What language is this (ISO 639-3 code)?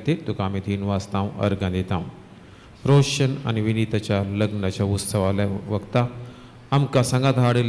kok